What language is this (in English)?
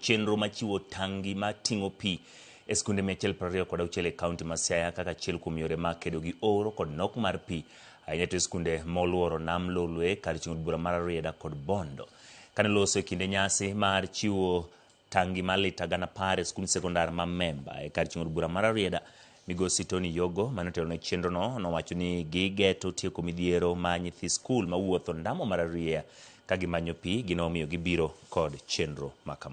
Luo (Kenya and Tanzania)